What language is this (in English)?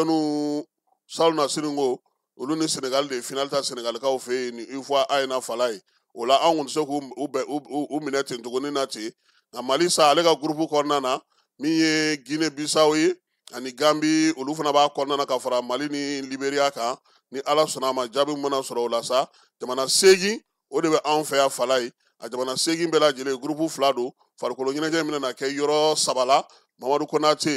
Bambara